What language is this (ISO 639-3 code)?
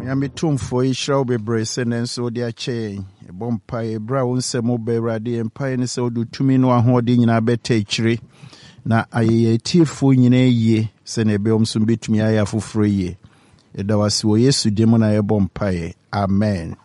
aka